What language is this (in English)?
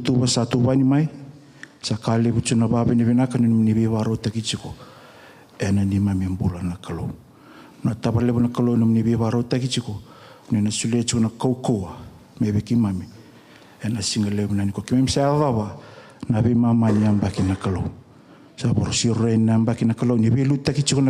Fijian